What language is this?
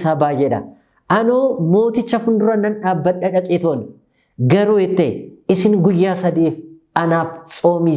Oromo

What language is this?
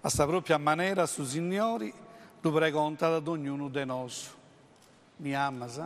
Sardinian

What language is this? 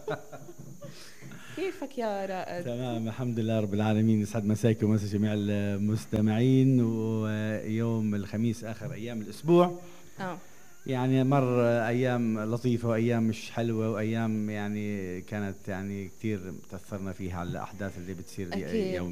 North Levantine Arabic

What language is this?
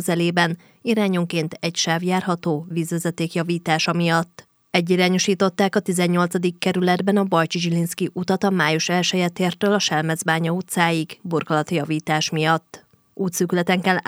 Hungarian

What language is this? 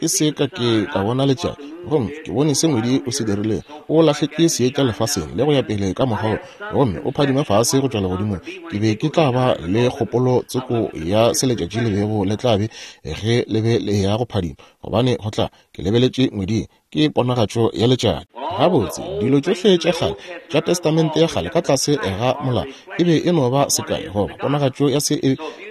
Northern Sotho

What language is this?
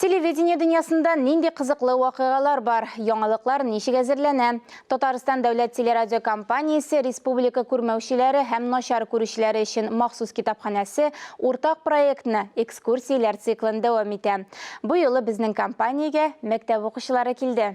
Tatar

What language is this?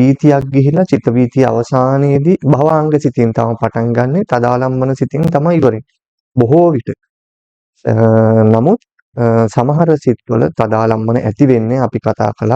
Sinhala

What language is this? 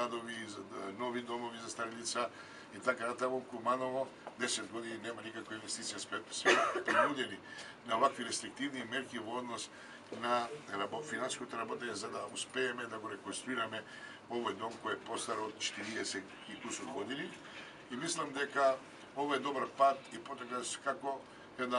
Macedonian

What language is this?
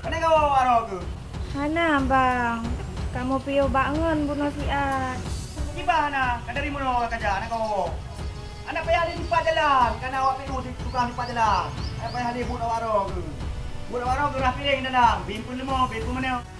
Achinese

